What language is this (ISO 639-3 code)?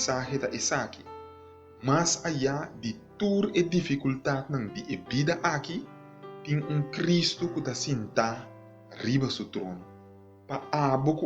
pap